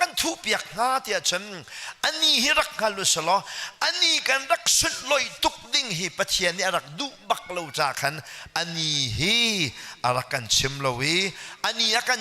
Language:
Hakha Chin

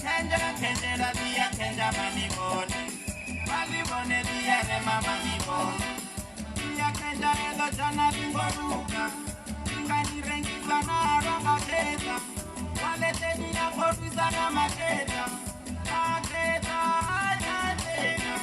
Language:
Venda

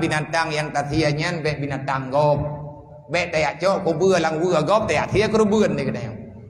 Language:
Achinese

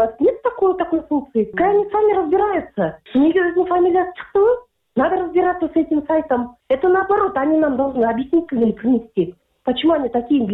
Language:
Kyrgyz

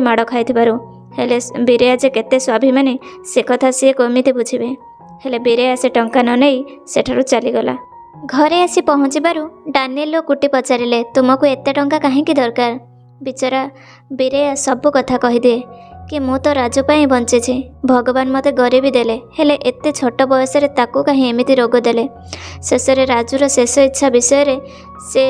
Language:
Odia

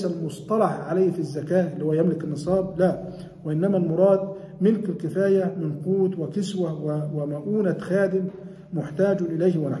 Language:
Arabic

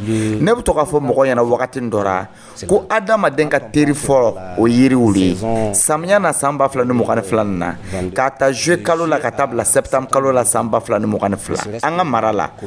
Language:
Dyula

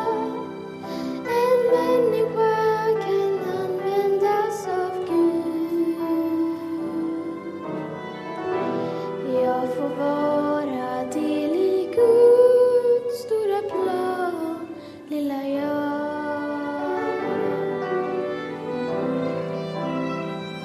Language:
Swedish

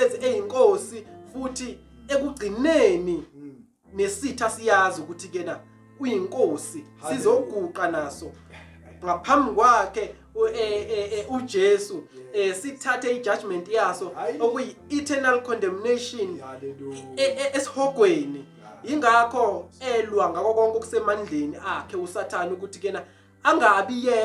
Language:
Zulu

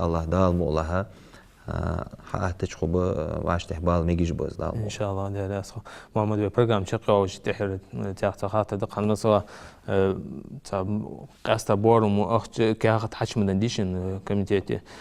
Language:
Ingush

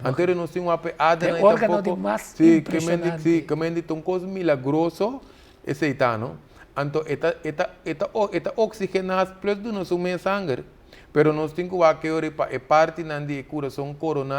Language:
Papiamento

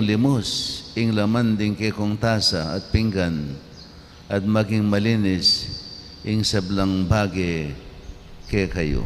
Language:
Pampanga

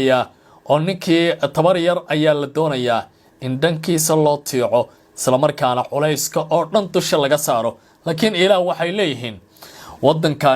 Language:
Somali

